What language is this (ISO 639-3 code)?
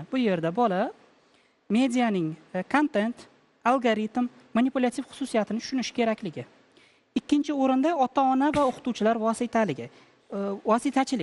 uzb